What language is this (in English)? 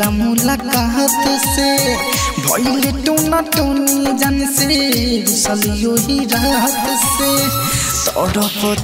Bhojpuri